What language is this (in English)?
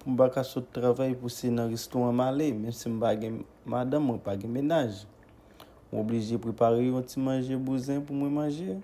Haitian Creole